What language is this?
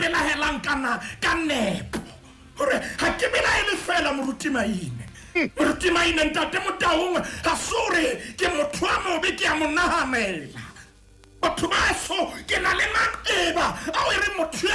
Southern Sotho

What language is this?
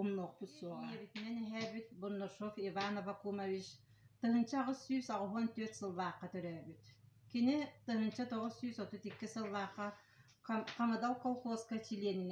Yakut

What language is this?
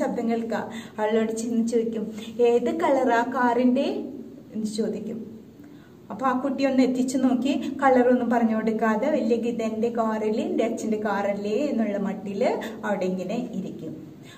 Malayalam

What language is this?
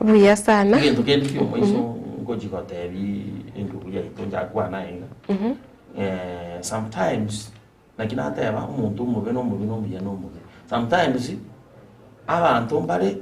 Gusii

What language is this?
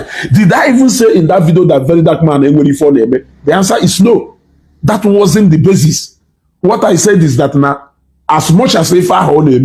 Igbo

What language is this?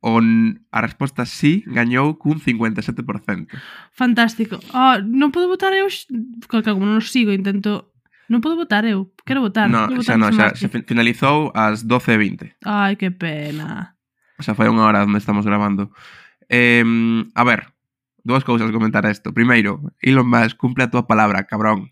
Galician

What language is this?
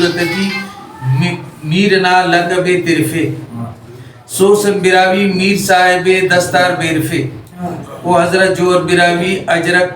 Brahui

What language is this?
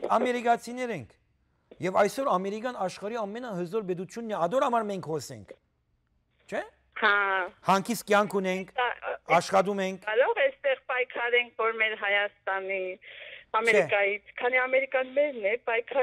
Western Armenian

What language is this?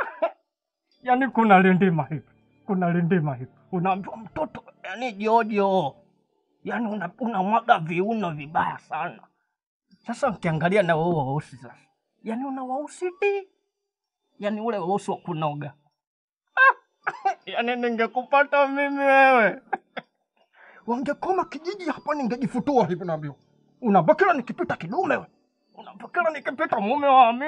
Swahili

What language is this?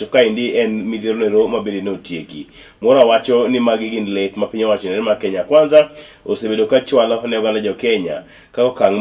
Luo (Kenya and Tanzania)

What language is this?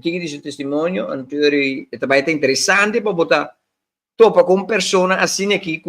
Papiamento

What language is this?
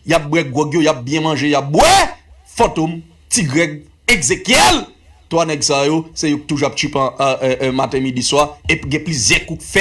Haitian Creole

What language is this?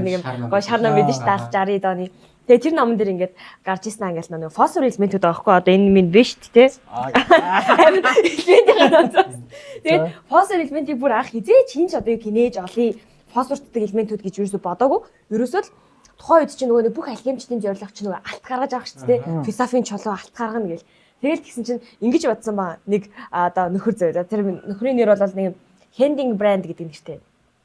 Mongolian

